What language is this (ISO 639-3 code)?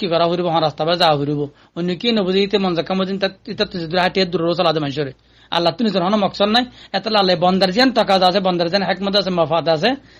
rhg